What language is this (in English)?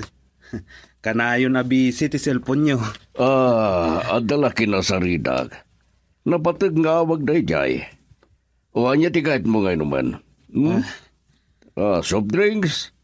Iloko